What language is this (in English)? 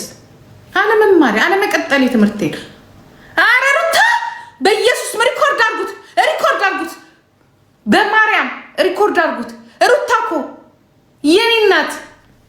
Amharic